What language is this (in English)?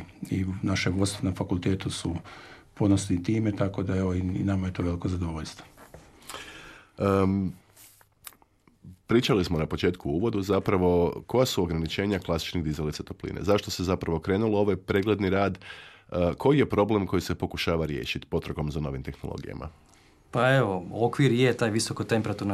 Croatian